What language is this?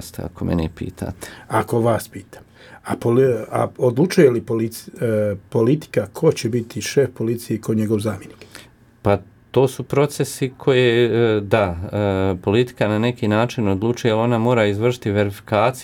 Croatian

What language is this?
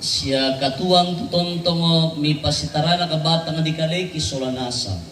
Toraja-Sa'dan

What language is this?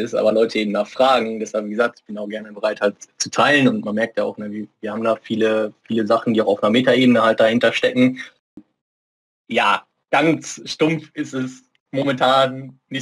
German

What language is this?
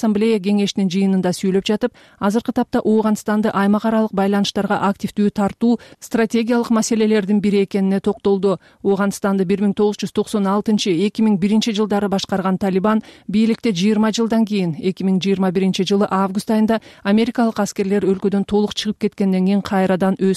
Kyrgyz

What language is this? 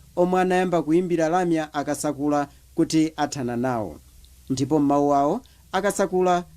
Nyanja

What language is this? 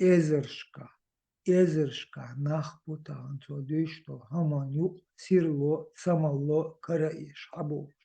Chechen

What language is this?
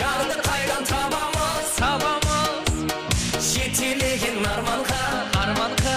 Kara-Kalpak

